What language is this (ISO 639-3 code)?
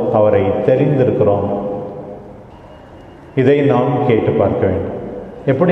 tam